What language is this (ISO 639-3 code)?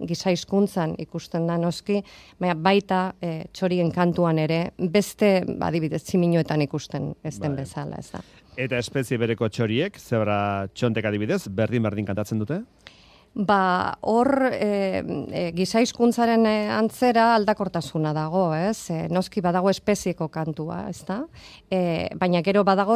eus